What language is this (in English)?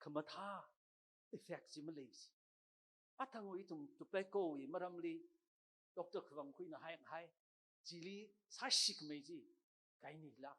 Tangkhul Naga (India)